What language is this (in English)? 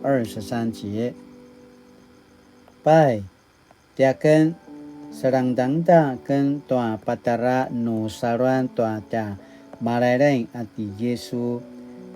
Paiwan